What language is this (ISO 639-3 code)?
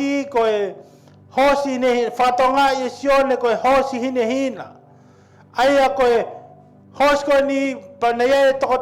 ton